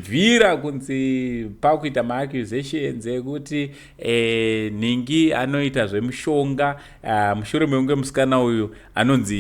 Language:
Shona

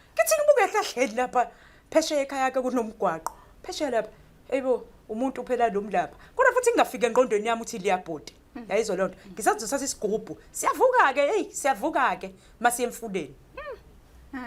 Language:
Zulu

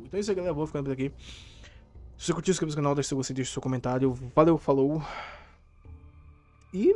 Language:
Portuguese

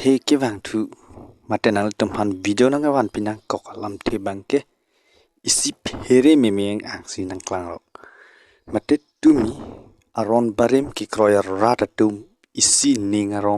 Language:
Karbi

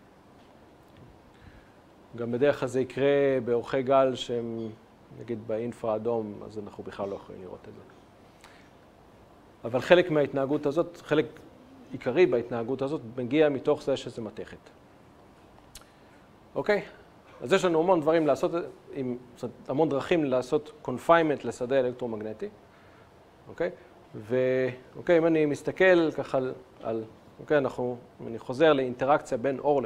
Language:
Hebrew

